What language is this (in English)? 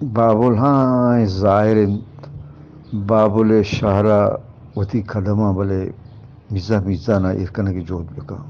Eastern Balochi